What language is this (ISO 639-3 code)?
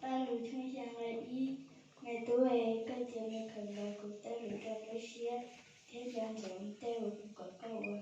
hmn